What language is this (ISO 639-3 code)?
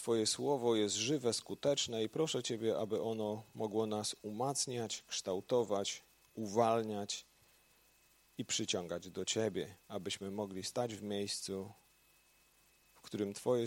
pol